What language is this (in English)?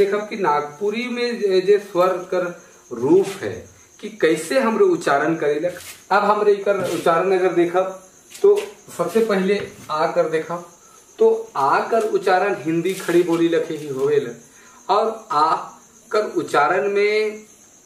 Sadri